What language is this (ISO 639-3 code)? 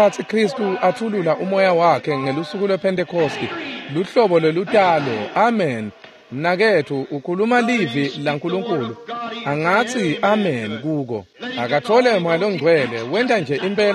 ssw